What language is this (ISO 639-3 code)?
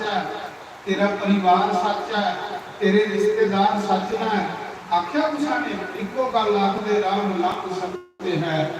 doi